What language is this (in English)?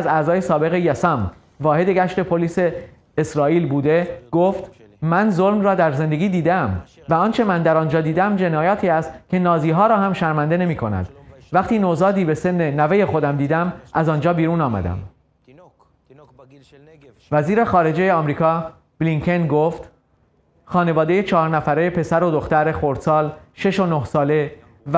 Persian